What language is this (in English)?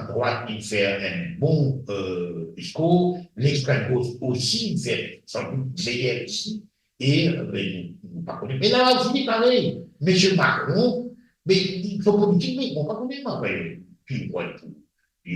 Morisyen